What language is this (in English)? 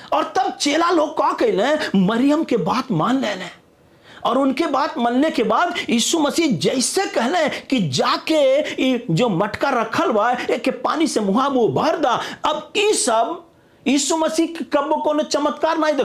Bhojpuri